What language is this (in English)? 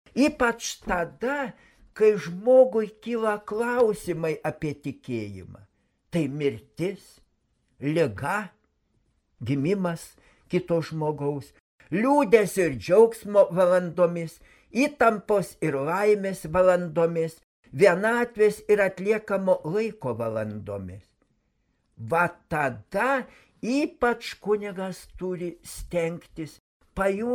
Lithuanian